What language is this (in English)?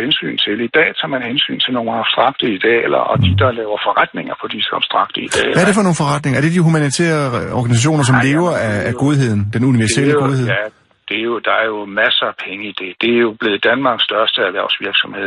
Danish